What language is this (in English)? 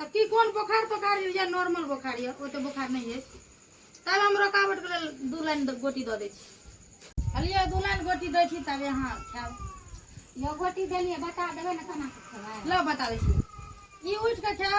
Maithili